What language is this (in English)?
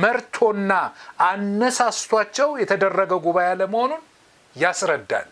Amharic